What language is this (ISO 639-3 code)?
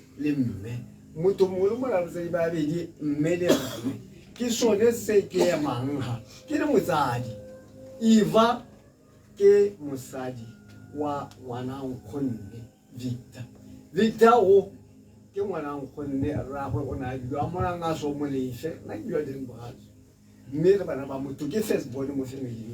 tsn